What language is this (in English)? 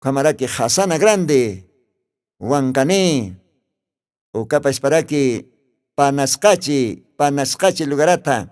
Aymara